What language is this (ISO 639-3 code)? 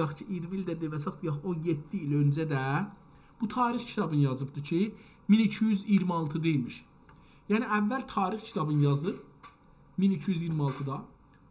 azb